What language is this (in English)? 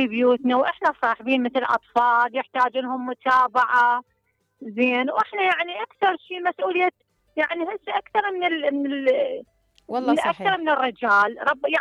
Mesopotamian Arabic